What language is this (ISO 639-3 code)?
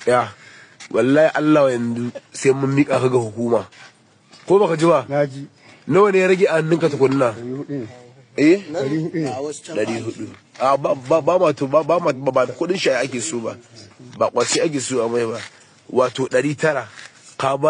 hau